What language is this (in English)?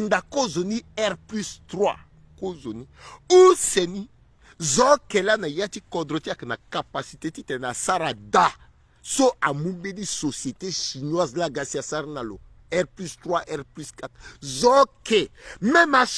Sango